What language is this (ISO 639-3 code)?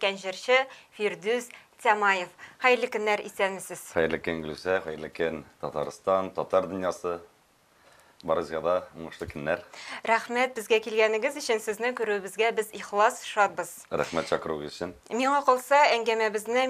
tat